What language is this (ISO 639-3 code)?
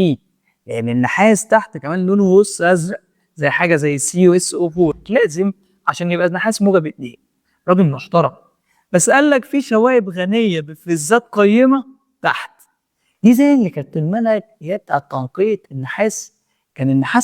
arz